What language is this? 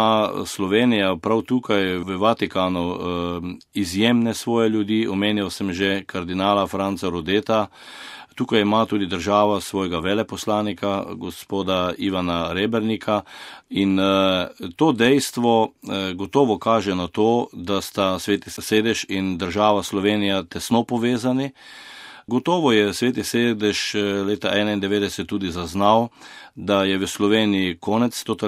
Slovenian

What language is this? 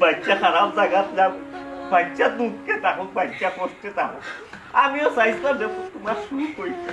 Sylheti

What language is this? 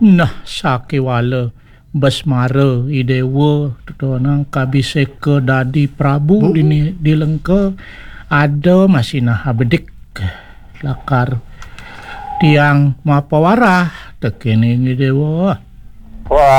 Balinese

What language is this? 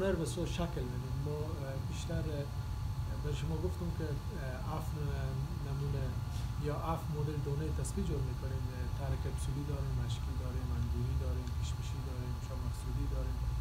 Persian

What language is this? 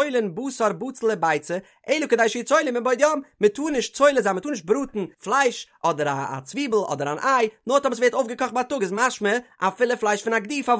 Yiddish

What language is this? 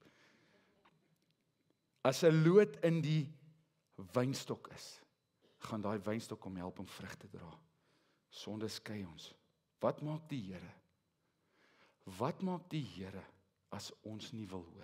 Afrikaans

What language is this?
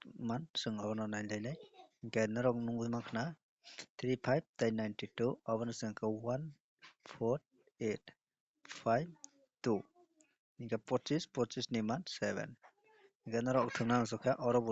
Kok Borok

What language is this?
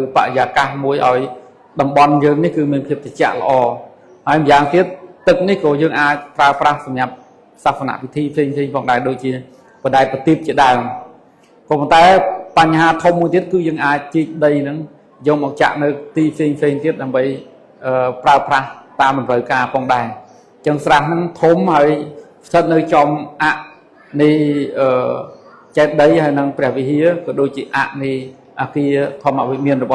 Khmer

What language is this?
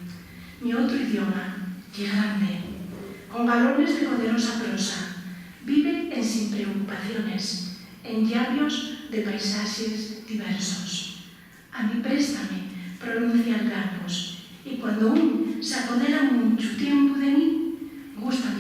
Asturian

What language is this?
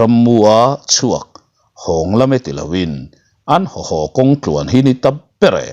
Mizo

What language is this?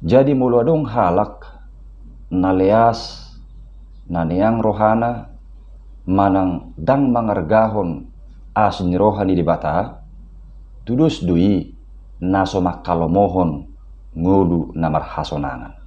Batak Toba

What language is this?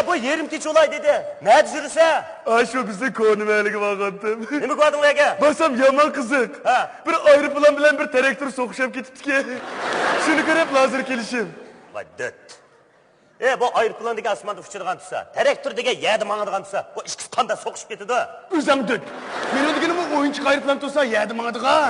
Uyghur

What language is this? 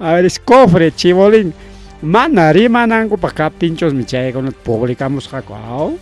Ayacucho Quechua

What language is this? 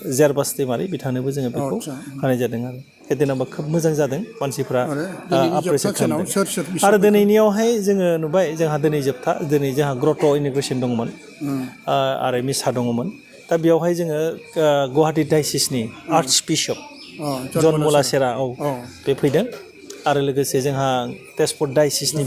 Bodo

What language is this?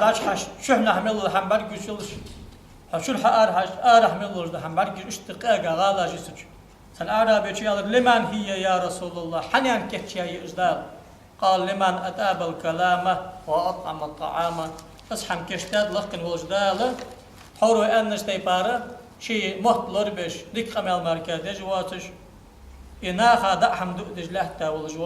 Ingush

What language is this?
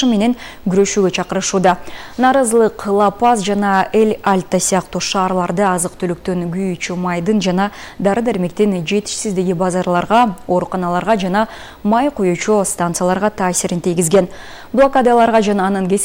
Kyrgyz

